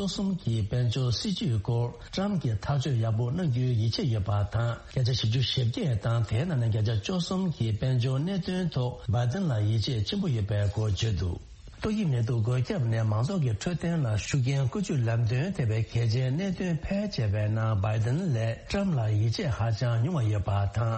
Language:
Tibetan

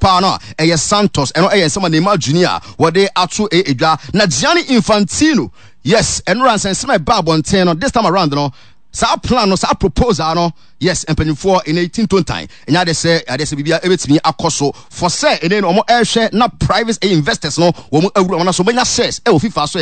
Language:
Akan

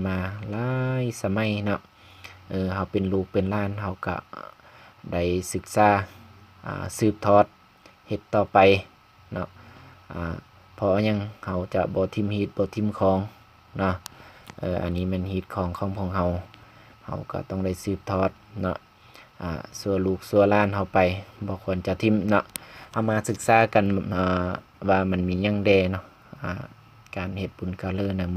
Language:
Lao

